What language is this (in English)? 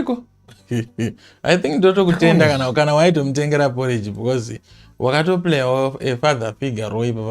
Shona